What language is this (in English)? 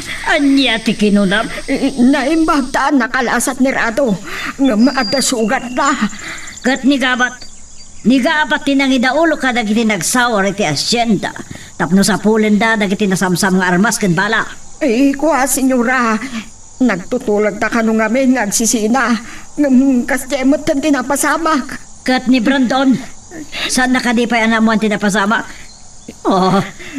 Iloko